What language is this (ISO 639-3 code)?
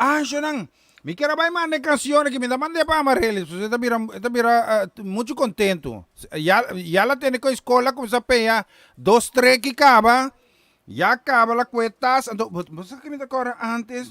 pap